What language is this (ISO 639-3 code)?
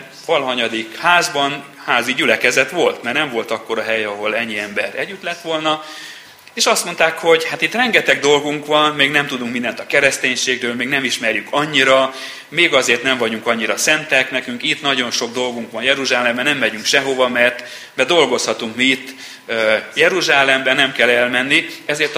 hun